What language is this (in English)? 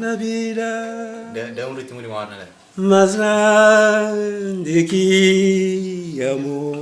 Kabuverdianu